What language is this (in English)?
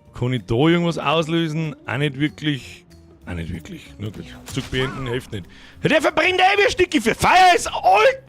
Bavarian